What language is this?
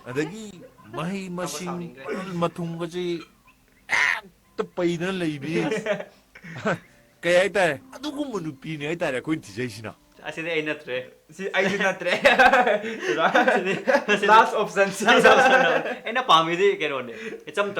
Manipuri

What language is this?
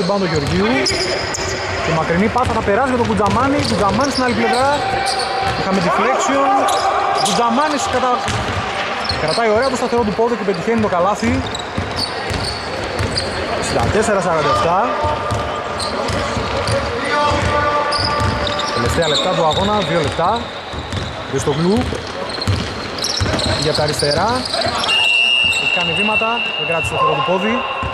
Greek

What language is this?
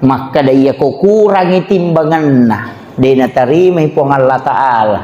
Buginese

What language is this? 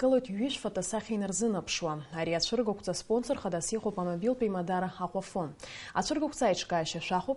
Abkhazian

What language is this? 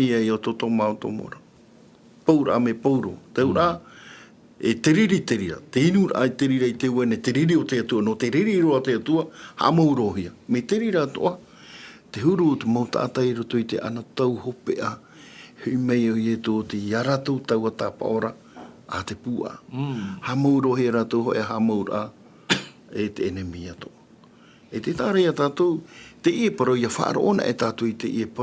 Tahitian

